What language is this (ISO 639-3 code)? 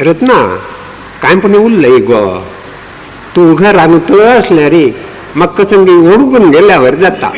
kok